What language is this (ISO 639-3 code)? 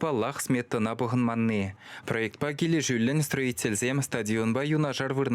chv